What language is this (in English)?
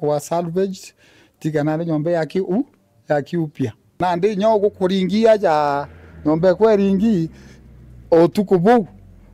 Meru